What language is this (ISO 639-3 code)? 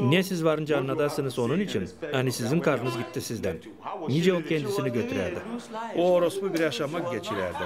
gag